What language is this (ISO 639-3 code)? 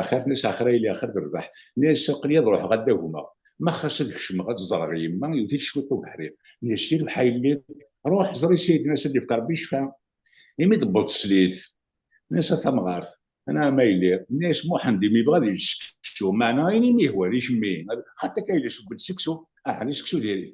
kab